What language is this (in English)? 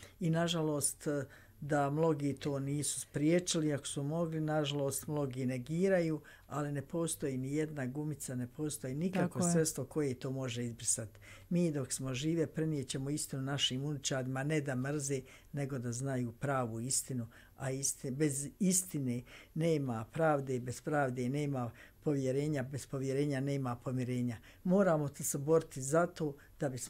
Bosnian